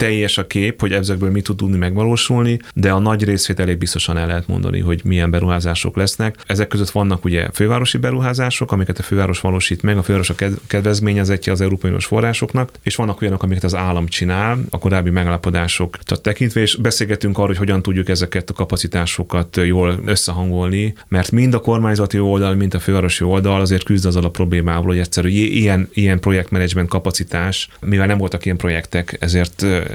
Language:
Hungarian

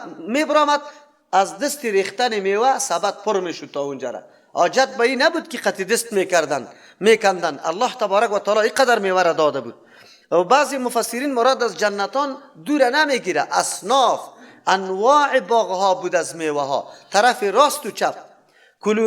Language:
Persian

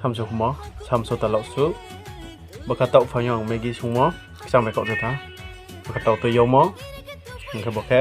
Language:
Riang (India)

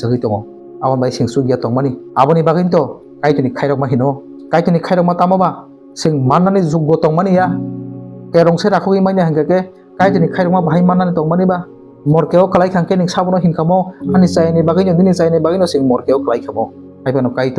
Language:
Kok Borok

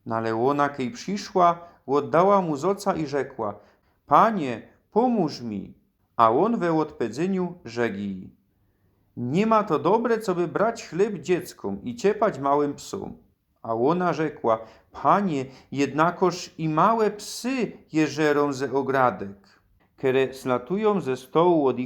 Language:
Silesian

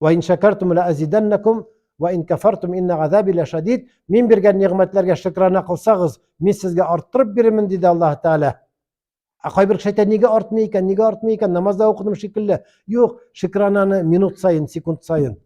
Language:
Tatar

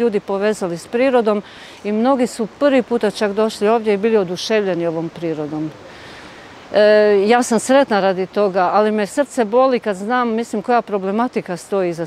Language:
Croatian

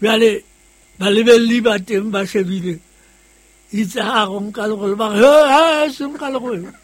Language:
Southern Sotho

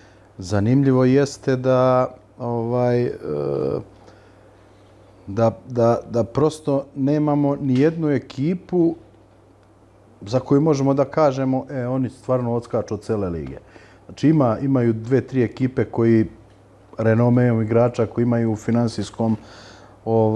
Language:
Serbian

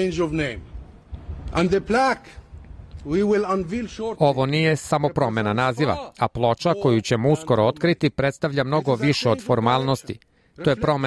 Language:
Serbian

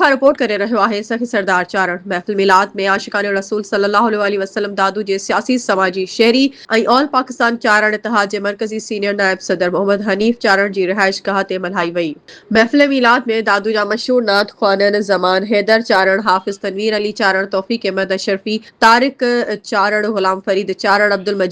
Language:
Sindhi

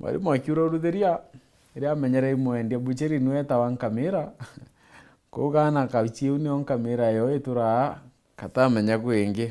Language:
Meru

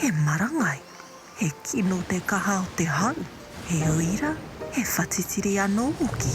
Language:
Māori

